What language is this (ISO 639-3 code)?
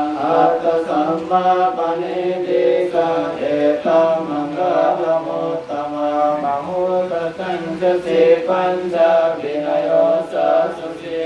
pli